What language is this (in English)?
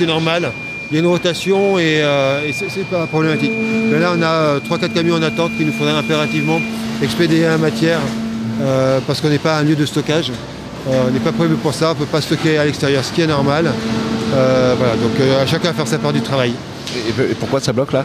French